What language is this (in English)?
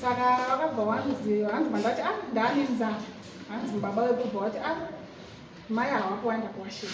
Shona